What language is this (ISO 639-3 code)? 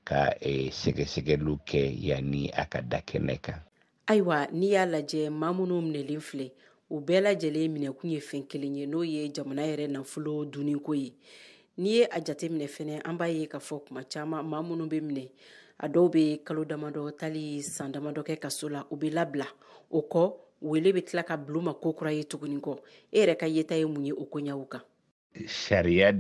bam